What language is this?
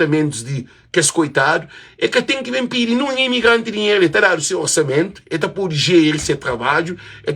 Kabuverdianu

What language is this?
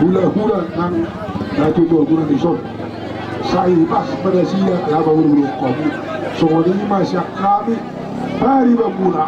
Batak Toba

